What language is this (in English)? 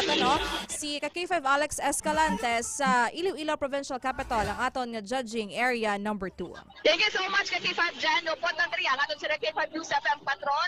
Hiligaynon